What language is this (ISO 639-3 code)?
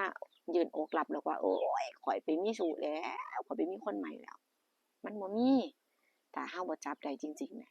tts